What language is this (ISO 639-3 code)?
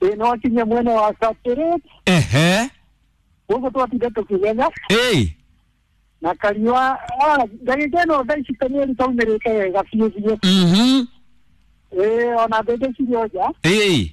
kik